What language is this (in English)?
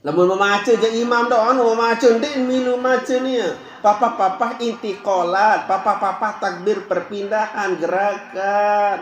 Sasak